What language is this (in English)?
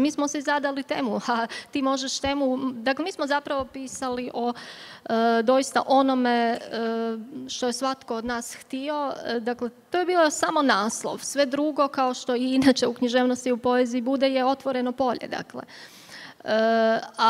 Croatian